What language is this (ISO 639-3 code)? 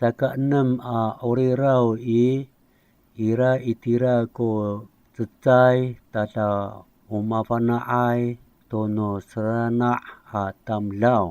ami